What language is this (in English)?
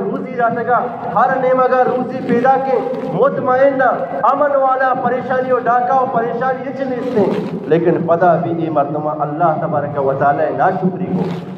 Eastern Balochi